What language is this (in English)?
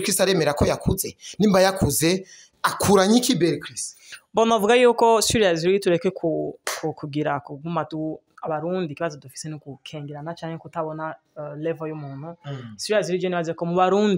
Rundi